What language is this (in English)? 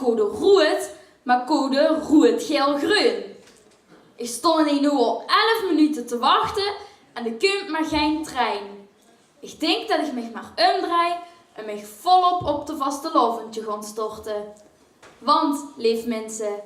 Limburgish